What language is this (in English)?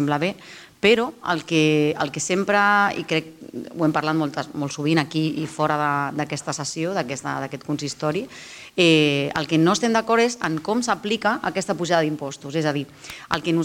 Catalan